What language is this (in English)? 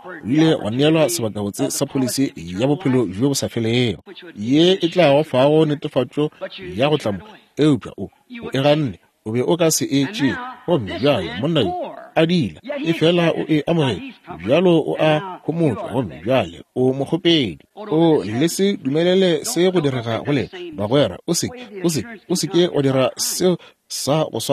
Northern Sotho